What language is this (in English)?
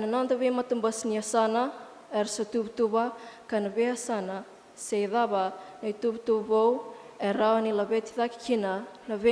Fijian